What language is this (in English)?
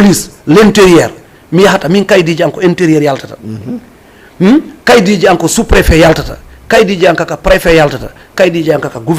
Fula